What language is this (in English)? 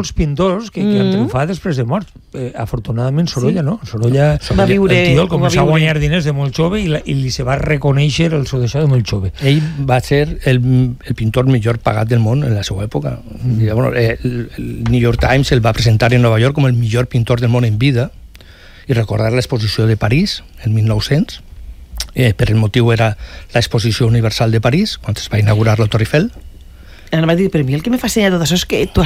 Catalan